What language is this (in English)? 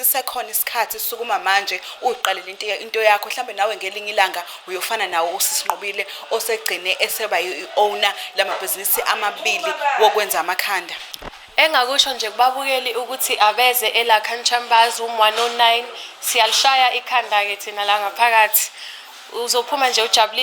Zulu